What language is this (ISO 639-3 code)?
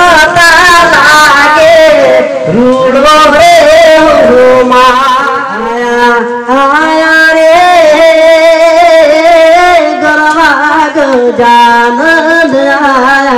guj